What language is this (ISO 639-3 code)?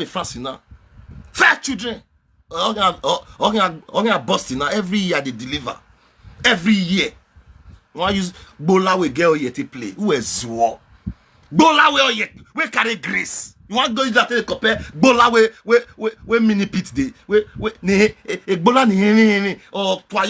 pcm